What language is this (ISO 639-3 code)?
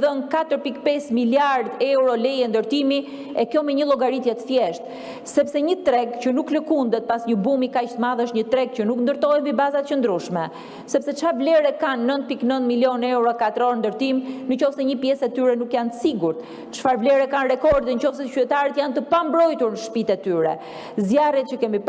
sqi